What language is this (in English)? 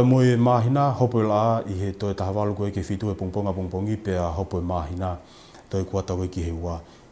Tongan